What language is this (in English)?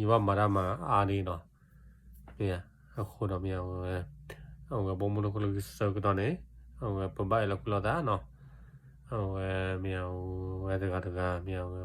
S'gaw Karen